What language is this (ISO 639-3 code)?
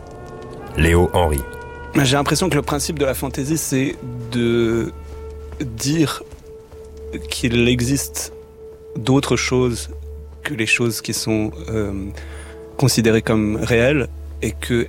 fra